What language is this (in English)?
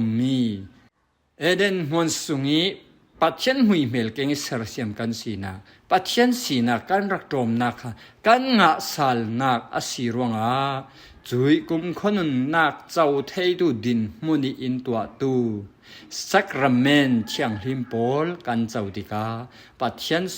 Falam Chin